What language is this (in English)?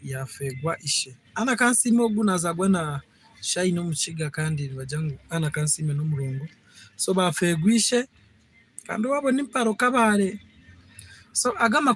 Nyankole